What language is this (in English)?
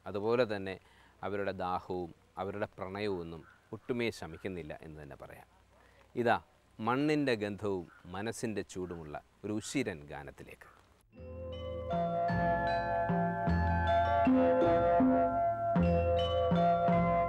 Malayalam